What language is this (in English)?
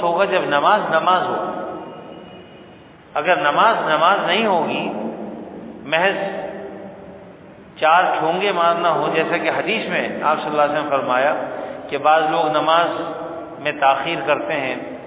Urdu